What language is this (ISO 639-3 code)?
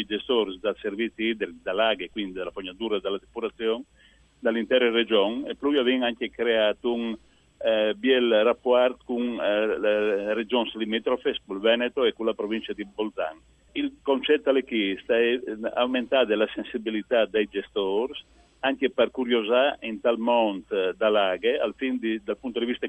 fur